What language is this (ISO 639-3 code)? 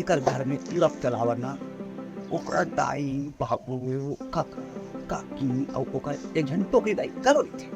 hne